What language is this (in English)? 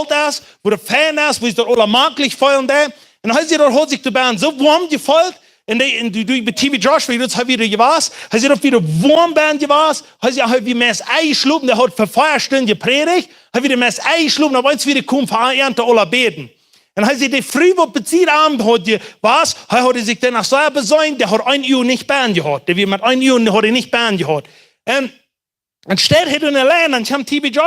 Plautdietsch